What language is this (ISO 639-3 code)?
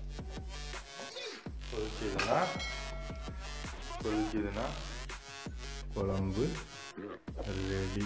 tam